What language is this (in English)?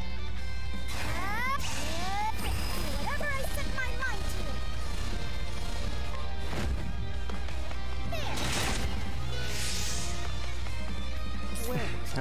English